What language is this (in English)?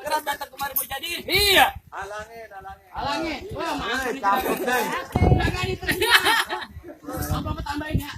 Betawi